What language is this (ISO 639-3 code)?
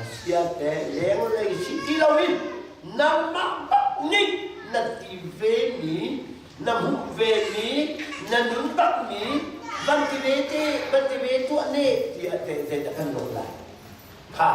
cnh